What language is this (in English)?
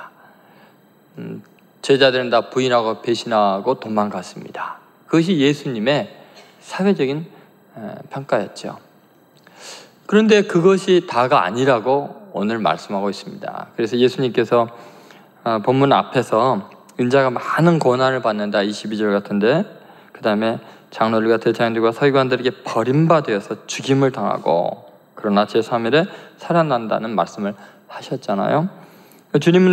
Korean